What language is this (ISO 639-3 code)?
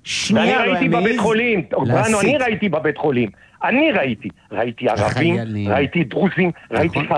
heb